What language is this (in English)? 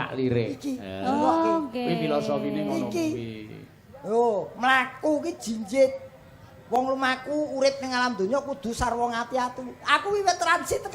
Javanese